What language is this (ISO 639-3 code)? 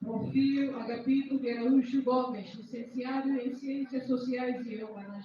tet